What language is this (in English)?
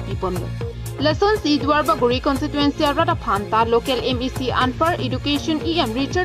Karbi